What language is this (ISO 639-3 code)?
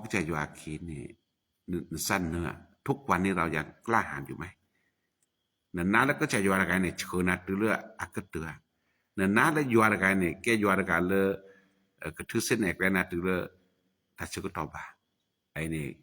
ksw